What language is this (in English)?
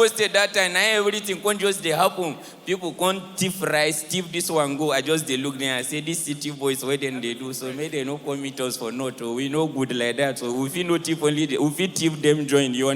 Nigerian Pidgin